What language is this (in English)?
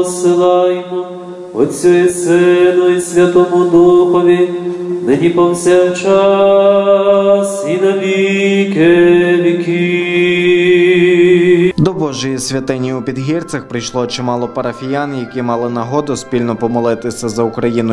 Ukrainian